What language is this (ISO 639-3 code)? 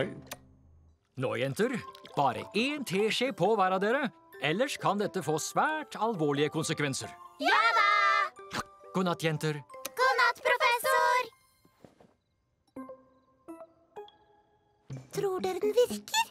nor